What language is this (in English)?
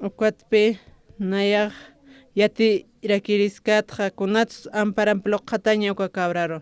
Aymara